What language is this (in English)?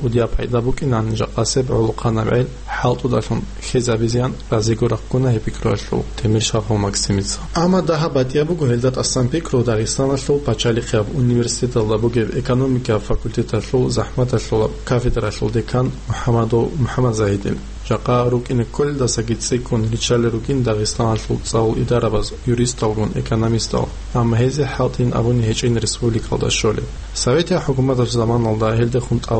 Avaric